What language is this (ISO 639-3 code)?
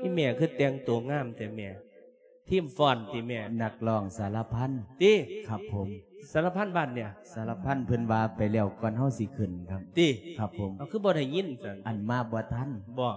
lao